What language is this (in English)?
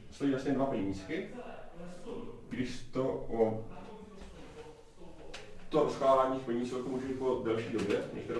Czech